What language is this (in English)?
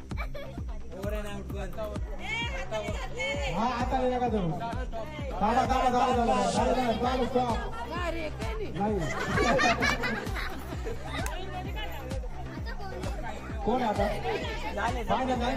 Marathi